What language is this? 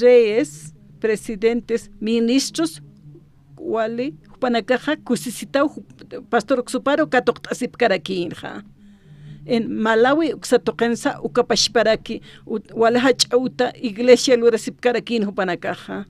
Aymara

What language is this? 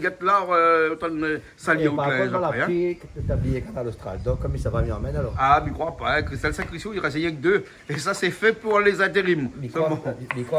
Réunion Creole French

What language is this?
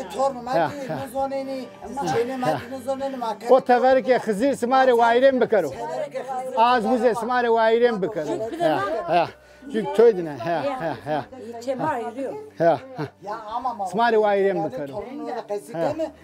Zaza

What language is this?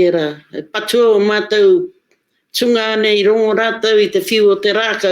Māori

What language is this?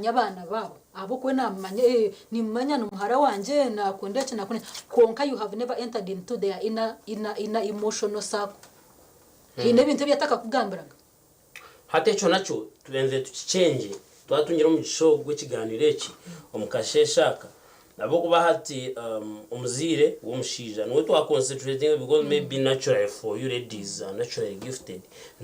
Nyankole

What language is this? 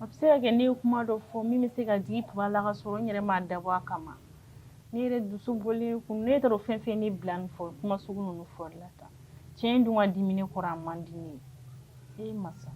Bambara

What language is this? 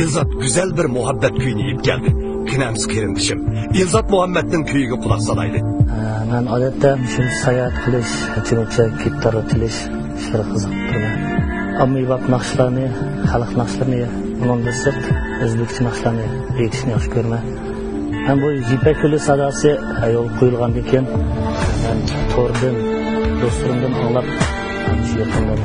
Uyghur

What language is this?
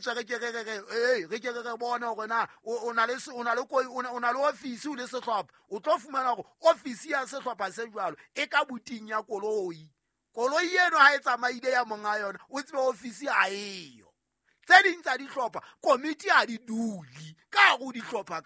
Southern Sotho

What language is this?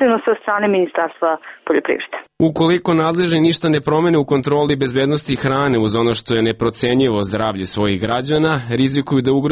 Serbian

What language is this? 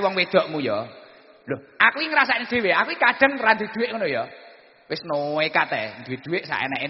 Javanese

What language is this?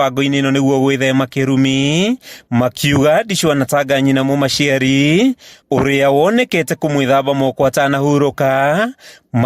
Kikuyu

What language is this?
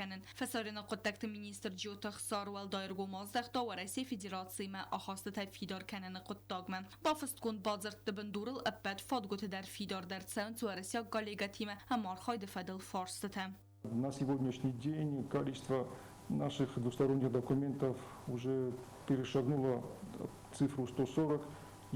Ossetic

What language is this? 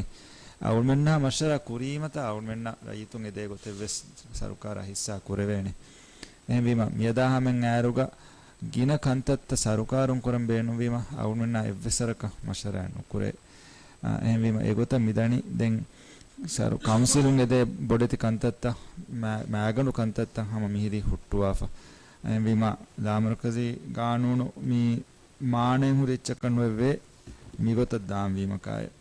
Divehi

